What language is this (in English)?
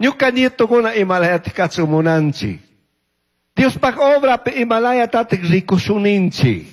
Chimborazo Highland Quichua